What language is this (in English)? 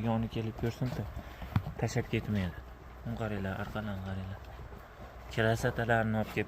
Uzbek